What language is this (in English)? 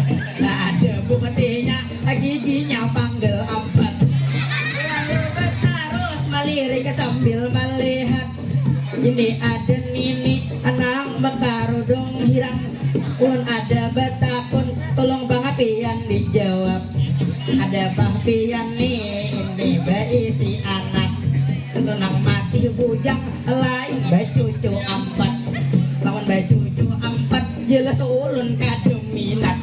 Banjar